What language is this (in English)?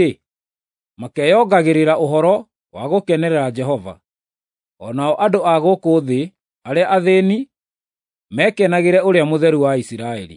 Kikuyu